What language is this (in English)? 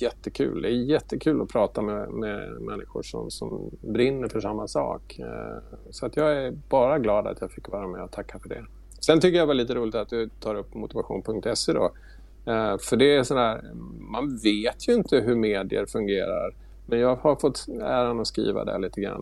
Swedish